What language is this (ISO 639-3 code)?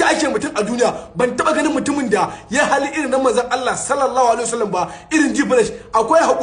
hau